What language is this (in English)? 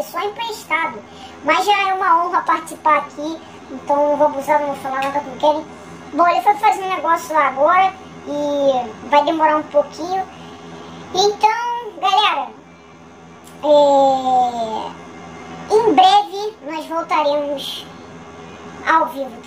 Portuguese